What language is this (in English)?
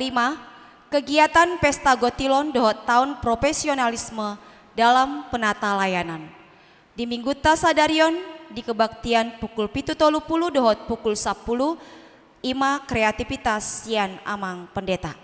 Batak Toba